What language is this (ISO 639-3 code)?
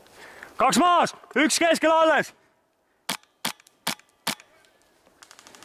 est